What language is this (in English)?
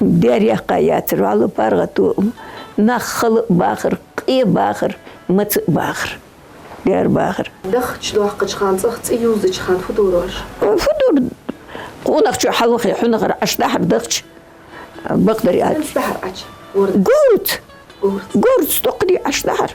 Ingush